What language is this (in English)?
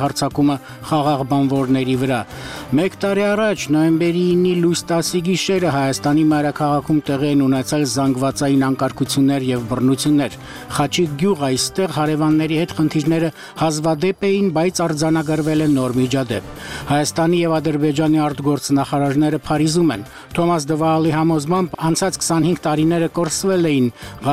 Armenian